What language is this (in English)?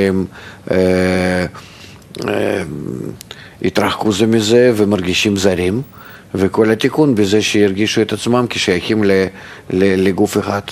Hebrew